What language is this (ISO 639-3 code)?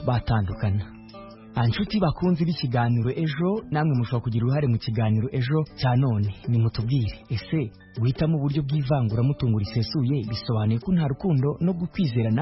kin